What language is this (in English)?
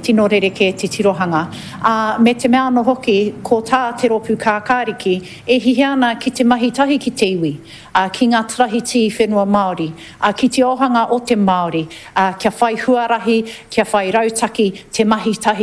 Māori